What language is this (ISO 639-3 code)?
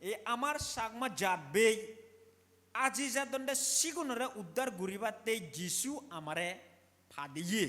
ccp